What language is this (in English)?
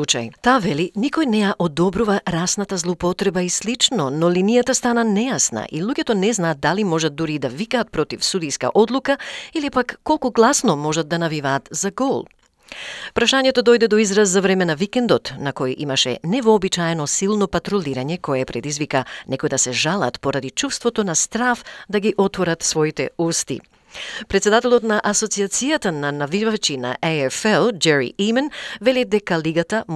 Macedonian